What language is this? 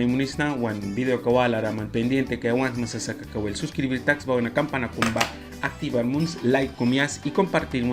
Mískito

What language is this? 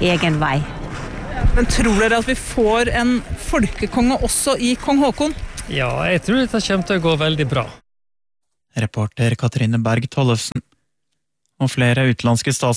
Norwegian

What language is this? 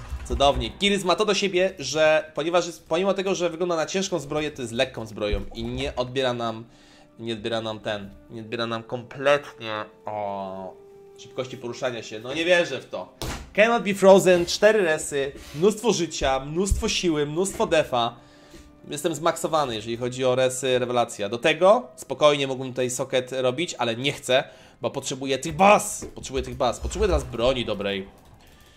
Polish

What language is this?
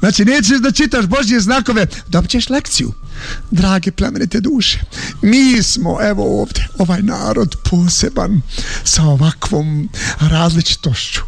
Bosnian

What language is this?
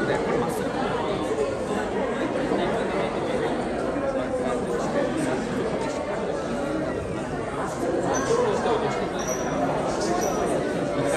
Japanese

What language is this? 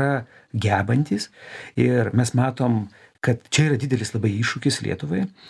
Lithuanian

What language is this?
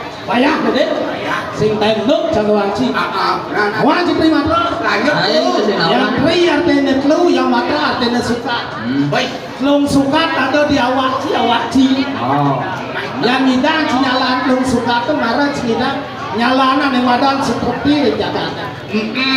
Balinese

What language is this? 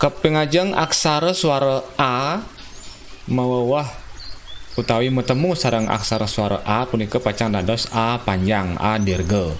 Balinese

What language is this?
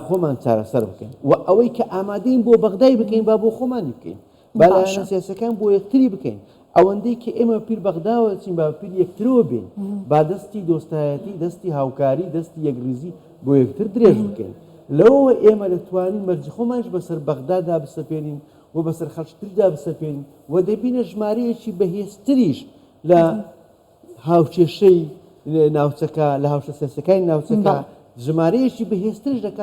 Central Kurdish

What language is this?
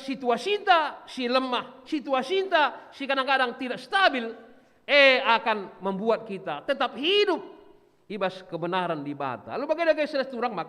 Batak Karo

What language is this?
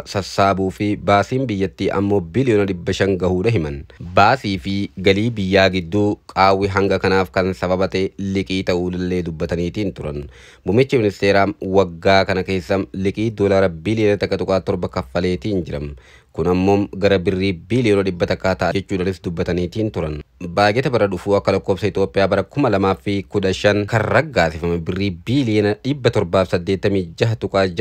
Oromo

